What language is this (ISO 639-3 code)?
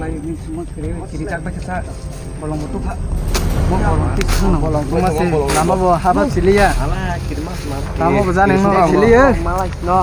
trp